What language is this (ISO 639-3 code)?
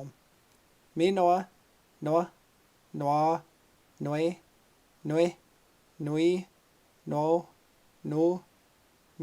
ciw